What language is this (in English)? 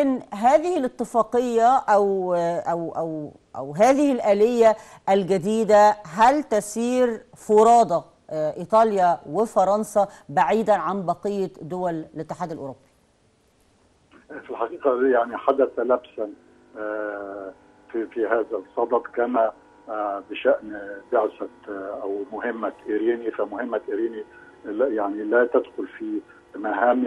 Arabic